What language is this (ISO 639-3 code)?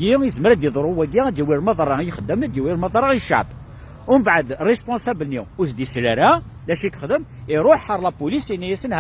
kab